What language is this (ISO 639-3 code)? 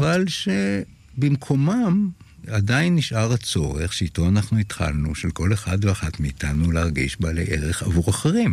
heb